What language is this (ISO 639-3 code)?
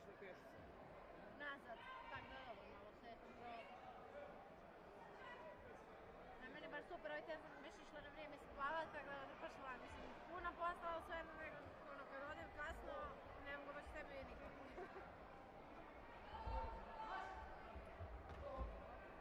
hrv